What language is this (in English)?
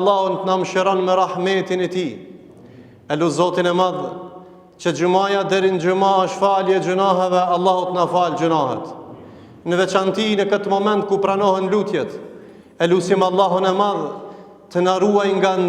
Albanian